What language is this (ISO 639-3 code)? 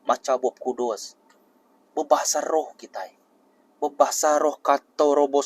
iba